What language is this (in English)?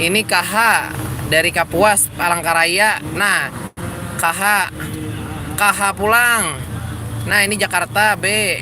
Banjar